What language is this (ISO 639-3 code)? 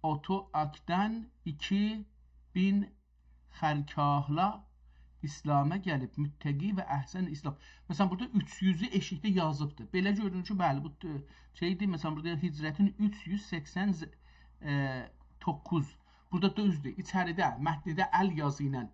azb